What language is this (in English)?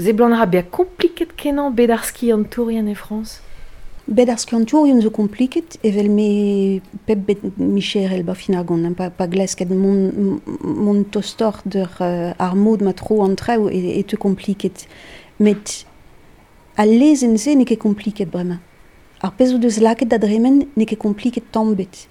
Breton